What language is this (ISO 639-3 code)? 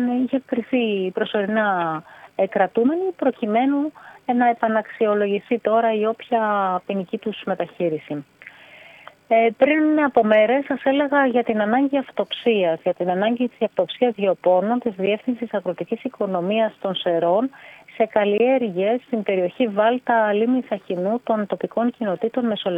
ell